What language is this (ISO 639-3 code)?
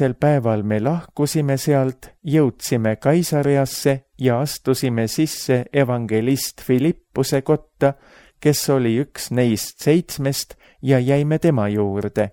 est